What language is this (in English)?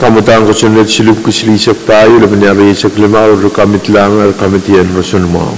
Pohnpeian